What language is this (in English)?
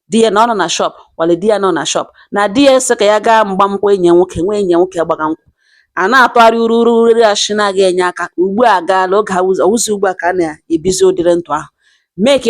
Igbo